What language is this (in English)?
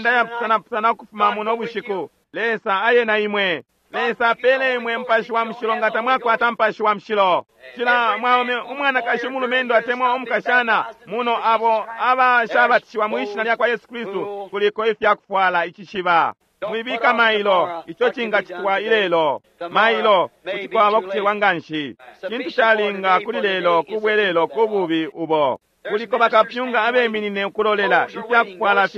Bemba